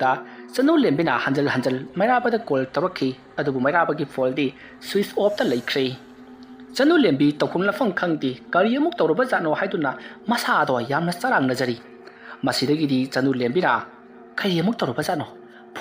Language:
Manipuri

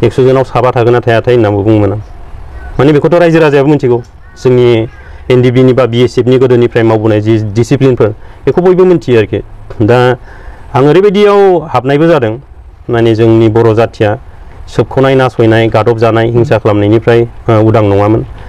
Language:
Bodo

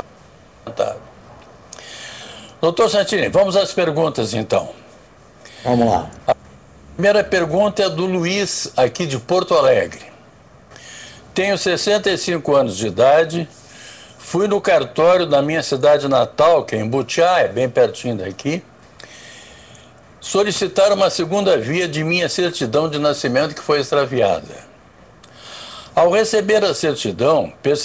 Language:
Portuguese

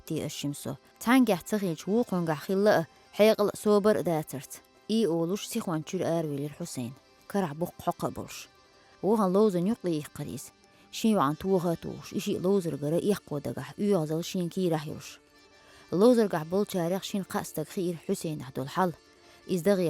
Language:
Chechen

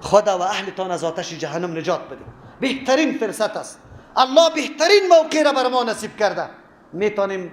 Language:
Persian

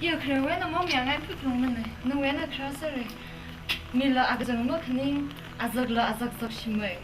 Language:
Tangkhul Naga (India)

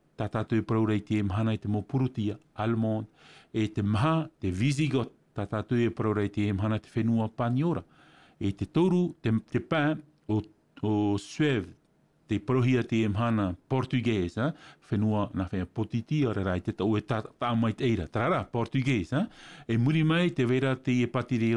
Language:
Tahitian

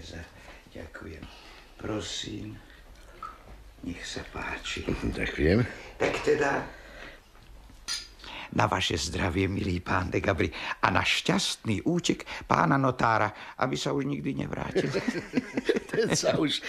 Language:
Slovak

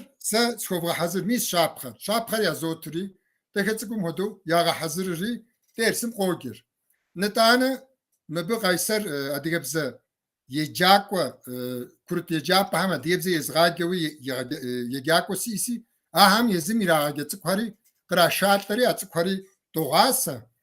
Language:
Kabardian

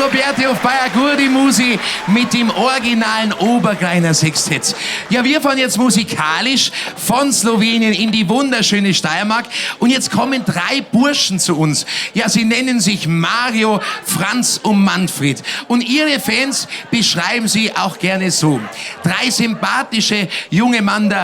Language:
Bavarian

